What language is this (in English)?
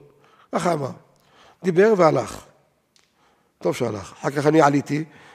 Hebrew